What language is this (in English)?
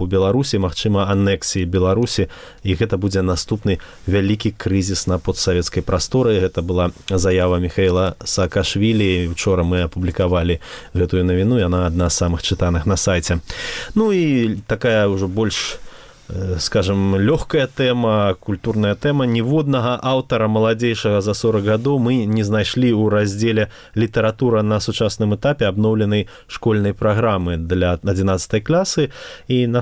Belarusian